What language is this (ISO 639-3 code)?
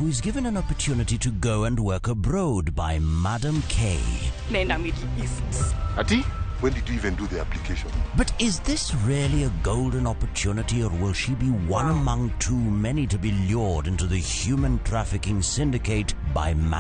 luo